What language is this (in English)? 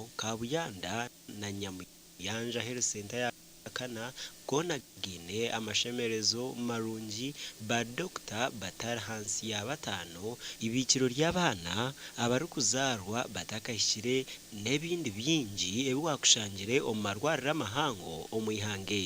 Nyankole